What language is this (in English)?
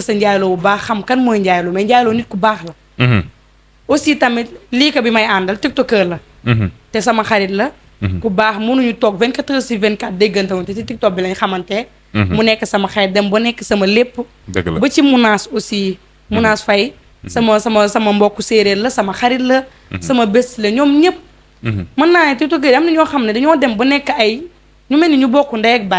Wolof